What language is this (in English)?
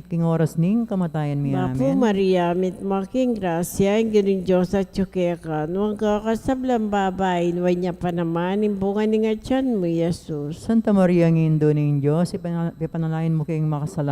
Pampanga